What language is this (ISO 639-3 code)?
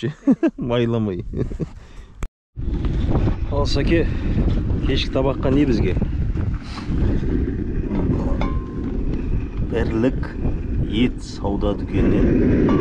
kaz